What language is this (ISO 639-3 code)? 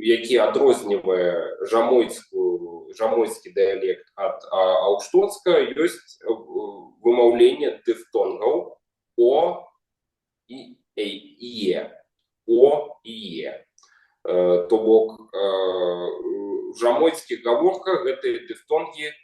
bel